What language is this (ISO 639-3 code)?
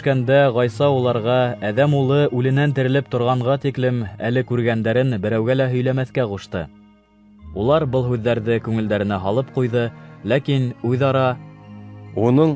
bak